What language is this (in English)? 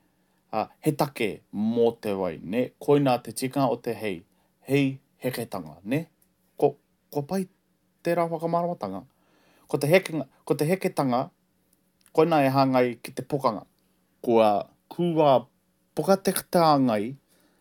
Māori